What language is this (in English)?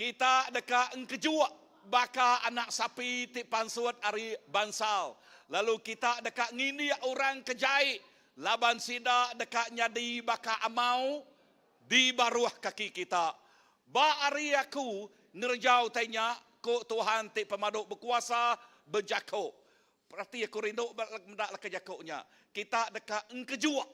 Iban